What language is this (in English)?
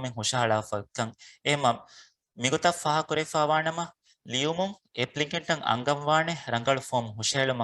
Divehi